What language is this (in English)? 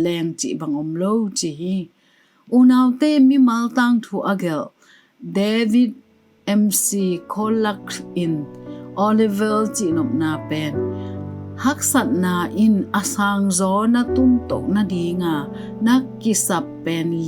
Tedim Chin